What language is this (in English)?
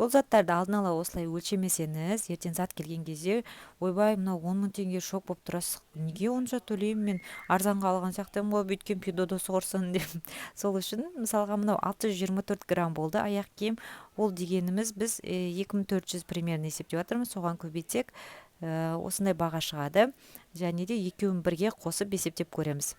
Kazakh